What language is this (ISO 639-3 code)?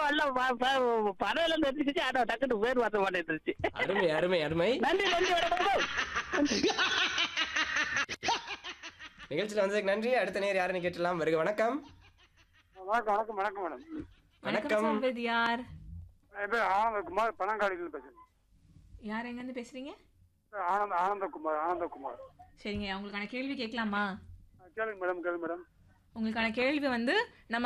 tam